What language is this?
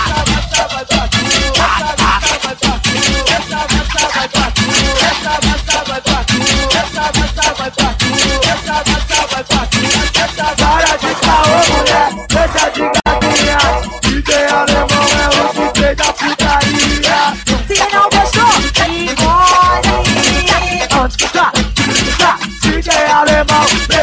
Portuguese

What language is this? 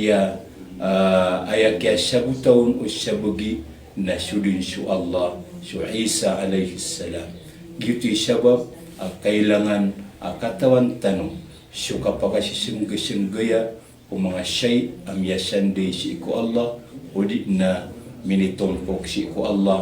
Maranao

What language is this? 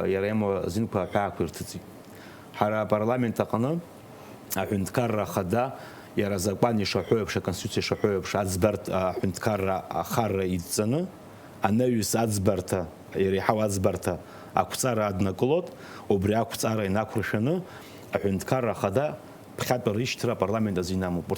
Abkhazian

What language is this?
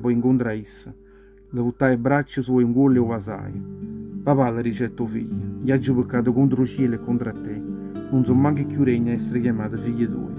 Neapolitan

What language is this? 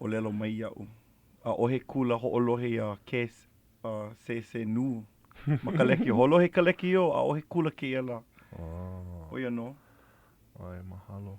Hawaiian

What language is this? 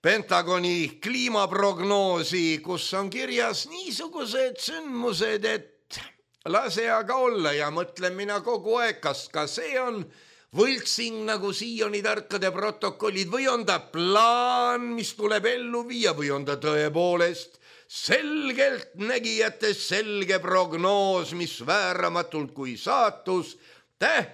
Estonian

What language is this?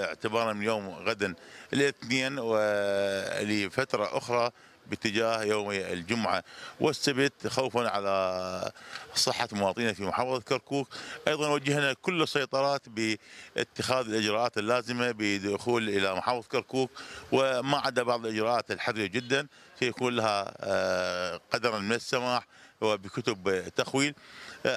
Mesopotamian Arabic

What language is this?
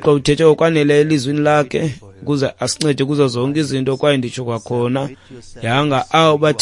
Xhosa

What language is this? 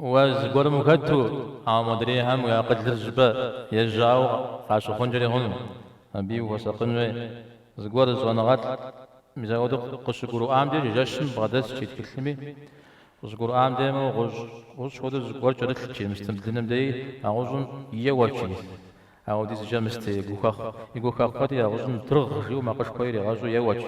Kabardian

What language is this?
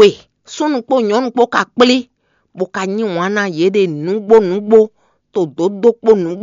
Fon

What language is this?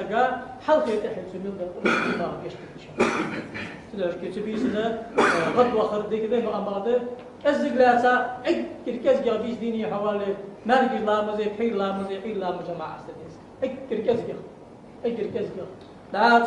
Ingush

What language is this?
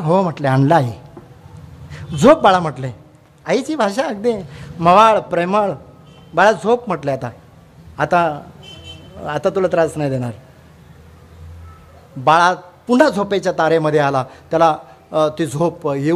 Marathi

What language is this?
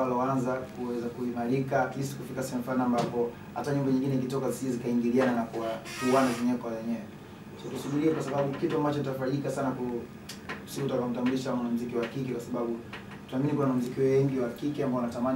Swahili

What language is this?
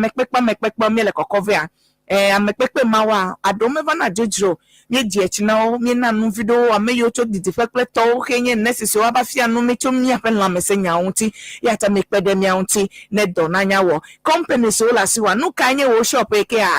Ewe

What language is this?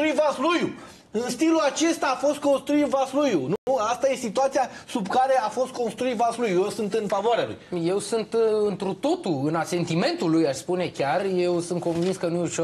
Romanian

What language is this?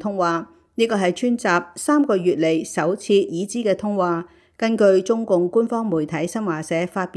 Cantonese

